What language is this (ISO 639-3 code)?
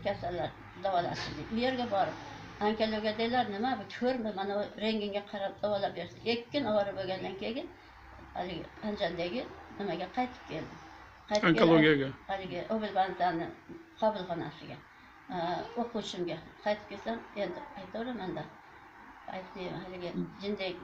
uzb